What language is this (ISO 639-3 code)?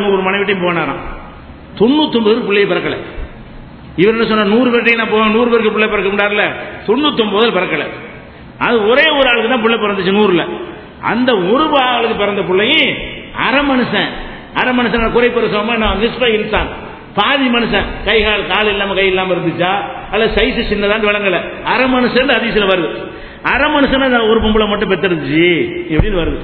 tam